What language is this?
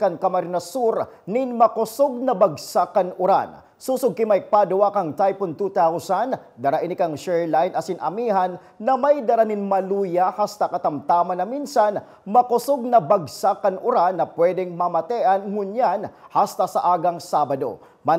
Bikol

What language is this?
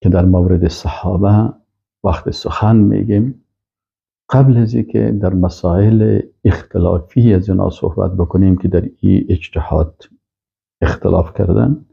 Persian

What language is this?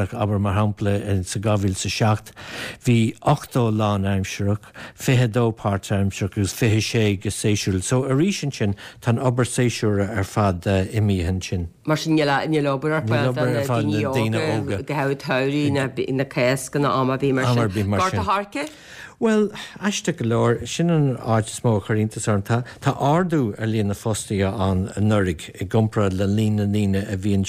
Irish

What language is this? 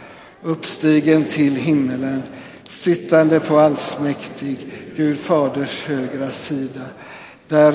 Swedish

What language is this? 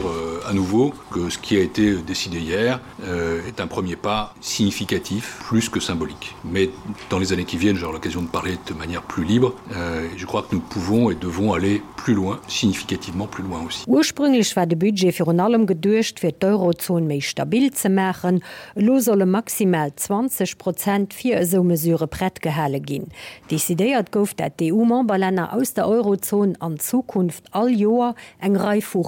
Luxembourgish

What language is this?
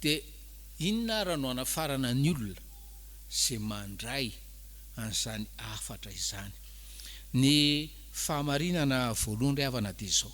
Malagasy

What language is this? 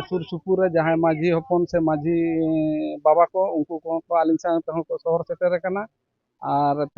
Santali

